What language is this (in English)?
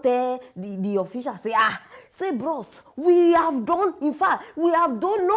Nigerian Pidgin